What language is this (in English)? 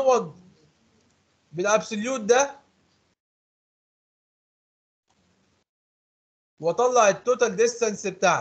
Egyptian Arabic